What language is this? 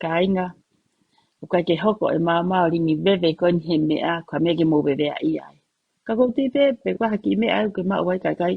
Tongan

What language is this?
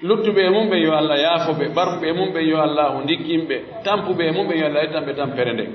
Pular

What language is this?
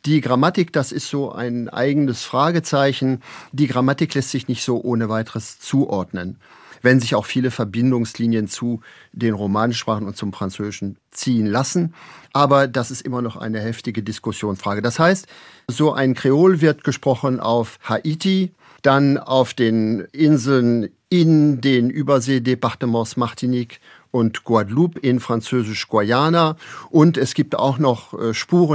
German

